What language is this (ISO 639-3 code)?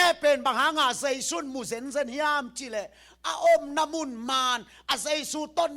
ctd